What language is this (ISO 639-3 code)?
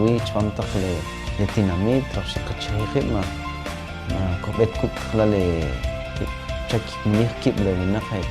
quc